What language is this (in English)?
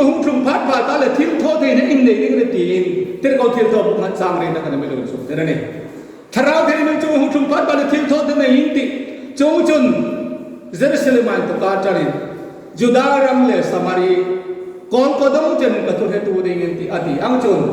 Hmar